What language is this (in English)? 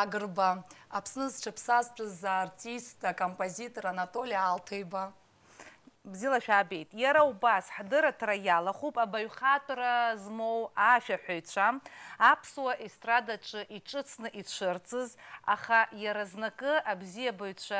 Abkhazian